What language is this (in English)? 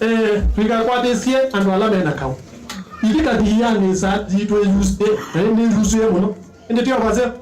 Kamba